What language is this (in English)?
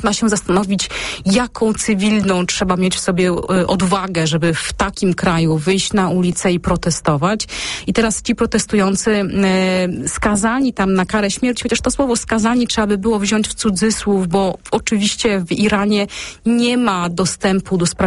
Polish